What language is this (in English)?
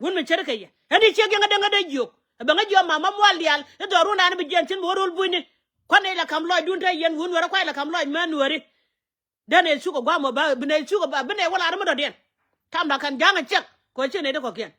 Nuer